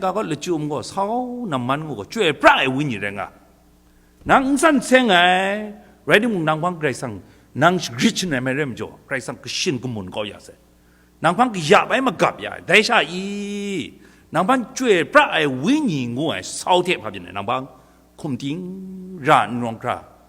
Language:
Kachin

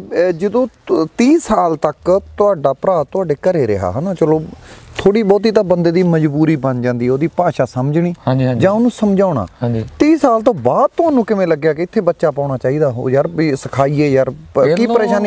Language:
Punjabi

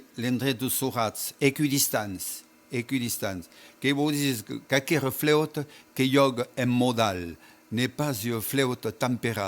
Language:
Occitan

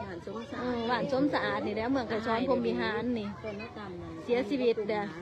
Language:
Lao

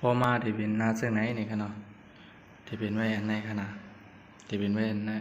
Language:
Shan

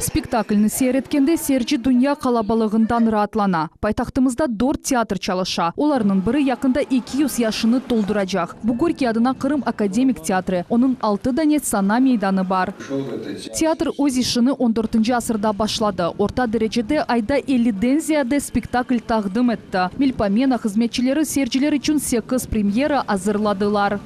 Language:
Crimean Tatar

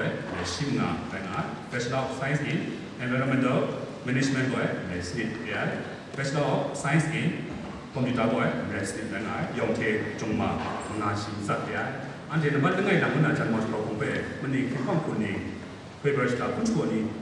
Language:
Kachin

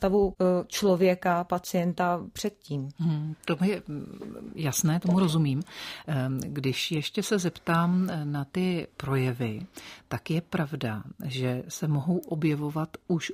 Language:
Czech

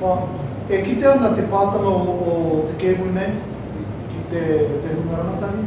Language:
Māori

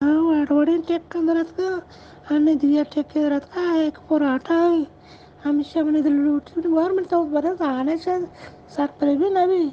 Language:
Eastern Balochi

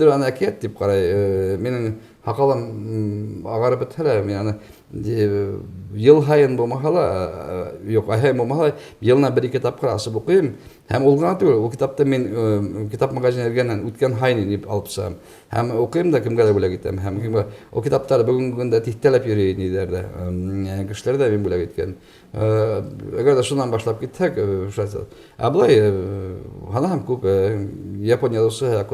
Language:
Bashkir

